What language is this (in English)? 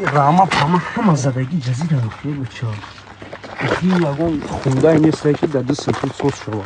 Tajik